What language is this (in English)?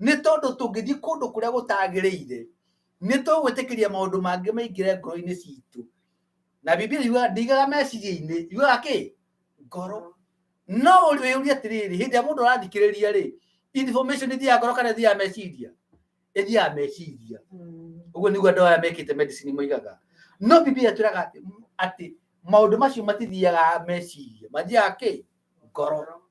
Kikuyu